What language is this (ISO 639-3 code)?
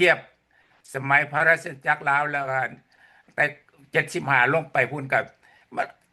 lao